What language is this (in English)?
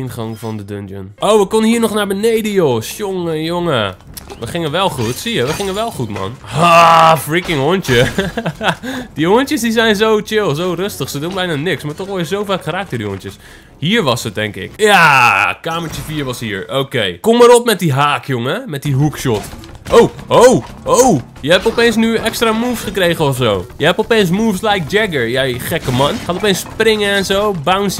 Dutch